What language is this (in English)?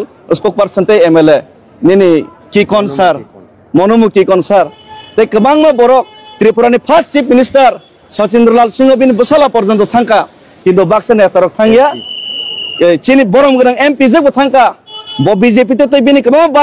Kok Borok